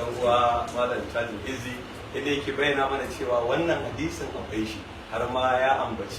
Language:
Hausa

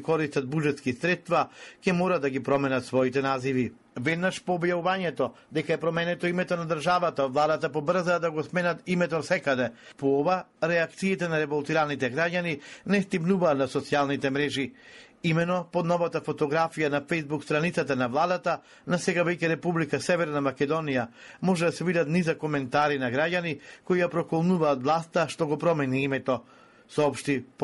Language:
Macedonian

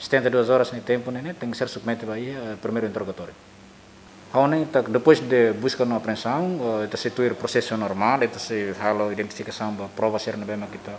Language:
Tetum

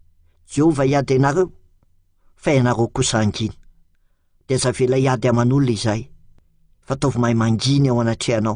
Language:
Malagasy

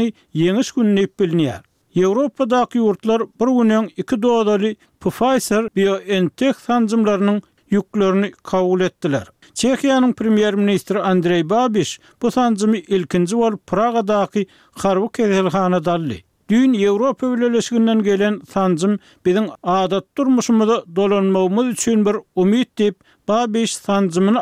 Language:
Turkmen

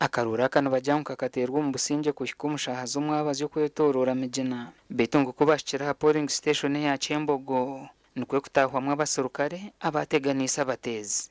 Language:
Nyankole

